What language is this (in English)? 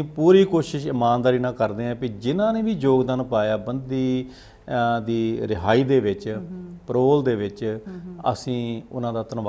Punjabi